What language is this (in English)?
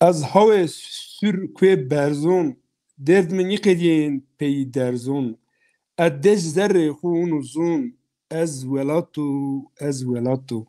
Zaza